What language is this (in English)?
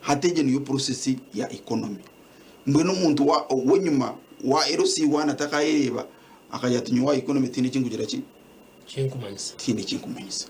Nyankole